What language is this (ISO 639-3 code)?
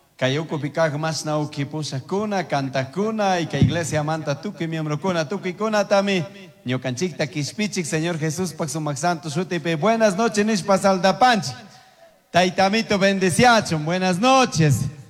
qug